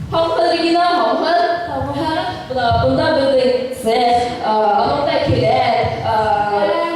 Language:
Bashkir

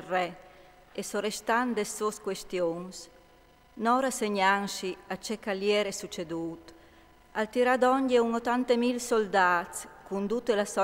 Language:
Friulian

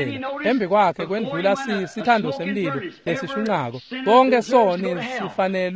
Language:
Swati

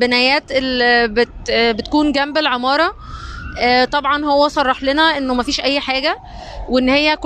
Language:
Egyptian Arabic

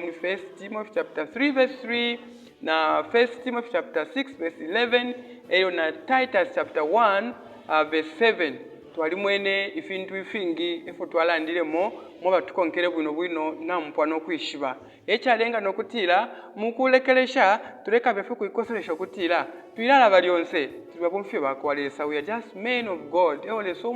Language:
Bemba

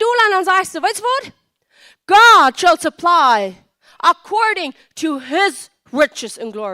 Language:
Plautdietsch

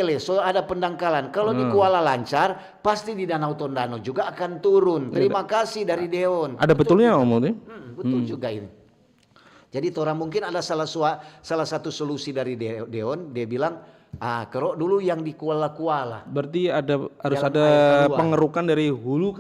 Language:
Manado Malay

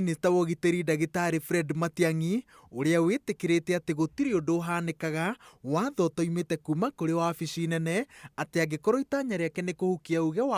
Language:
Kikuyu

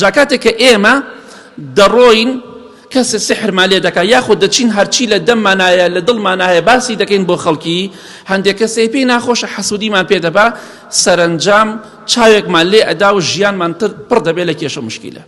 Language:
Central Kurdish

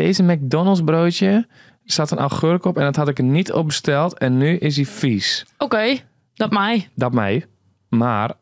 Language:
Western Frisian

